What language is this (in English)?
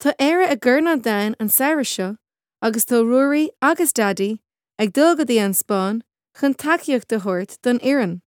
Irish